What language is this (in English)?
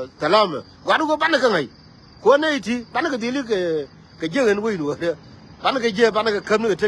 Nuer